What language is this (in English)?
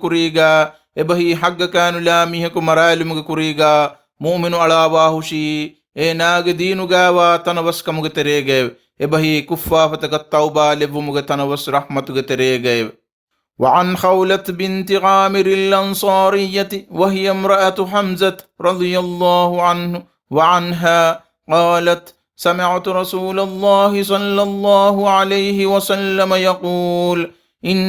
Divehi